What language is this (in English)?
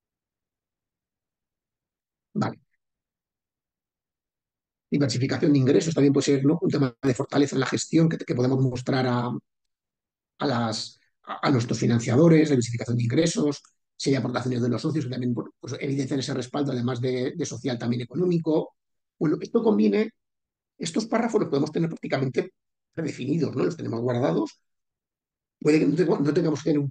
Spanish